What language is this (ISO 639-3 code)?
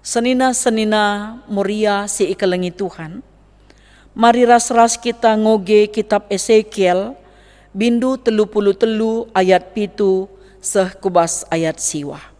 btx